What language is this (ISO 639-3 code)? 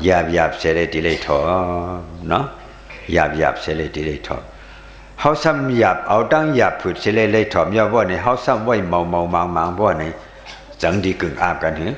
shn